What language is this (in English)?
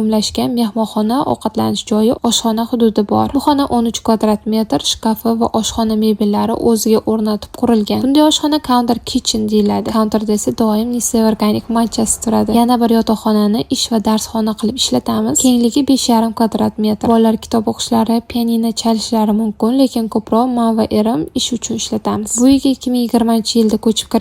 Uzbek